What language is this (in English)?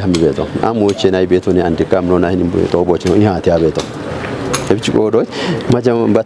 Kafa